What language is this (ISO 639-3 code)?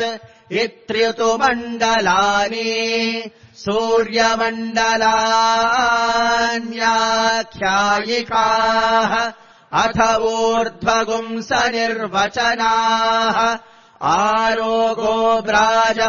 san